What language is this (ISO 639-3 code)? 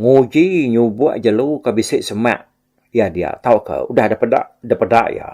iba